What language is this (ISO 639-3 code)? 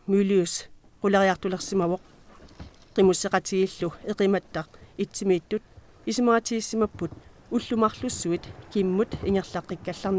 kal